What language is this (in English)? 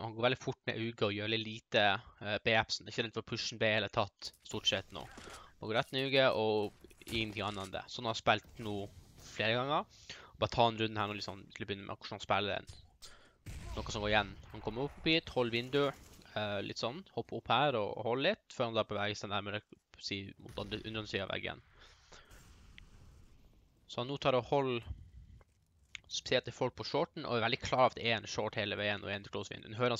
Norwegian